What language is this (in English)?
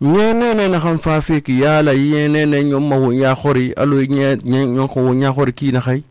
Susu